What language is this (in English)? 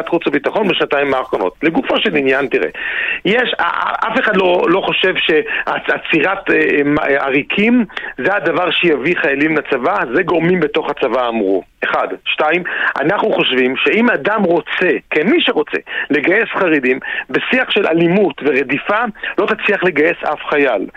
Hebrew